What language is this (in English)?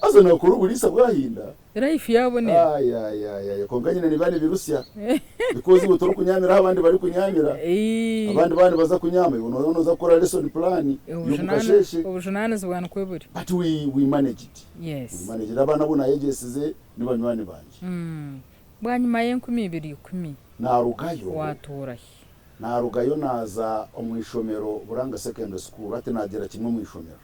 Nyankole